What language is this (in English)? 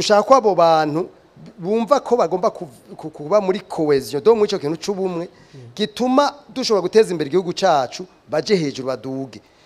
Rundi